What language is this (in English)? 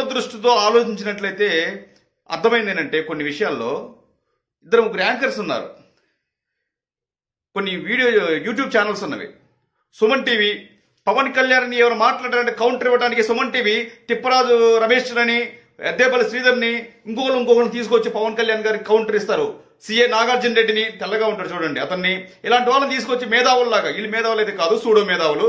Telugu